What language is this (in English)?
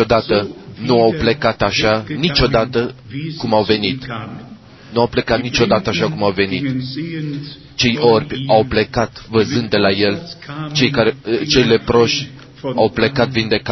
Romanian